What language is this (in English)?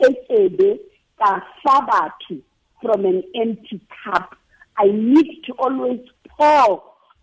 Southern Sotho